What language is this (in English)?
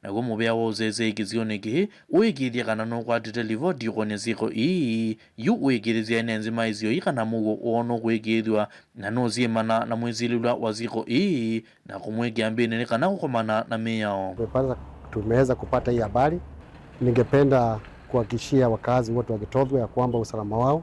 Kamba